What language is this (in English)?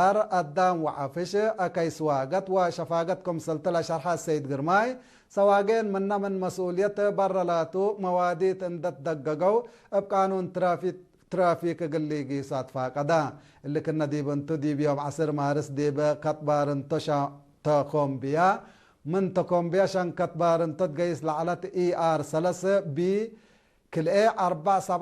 Tigre